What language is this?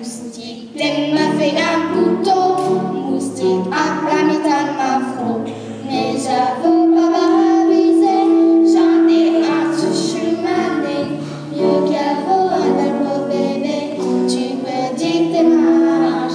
Picard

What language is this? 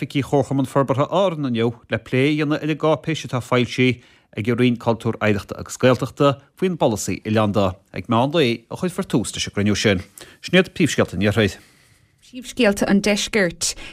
Irish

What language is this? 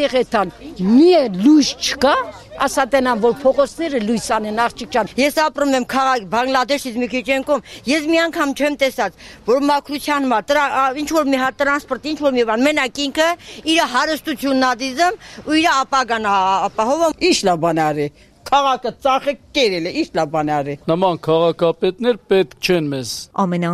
Armenian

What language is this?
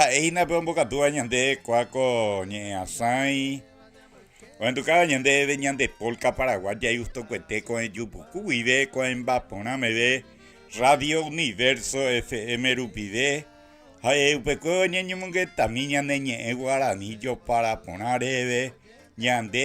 Guarani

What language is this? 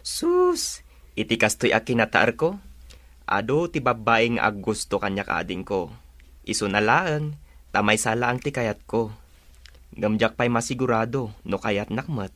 Iloko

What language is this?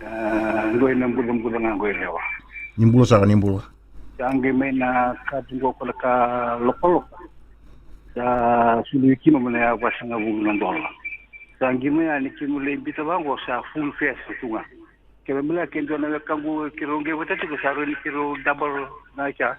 Fijian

